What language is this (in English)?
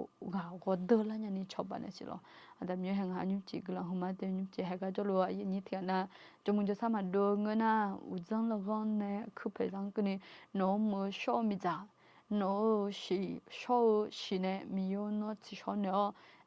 Akha